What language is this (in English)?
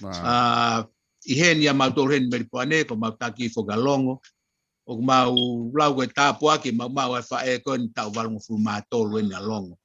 Tongan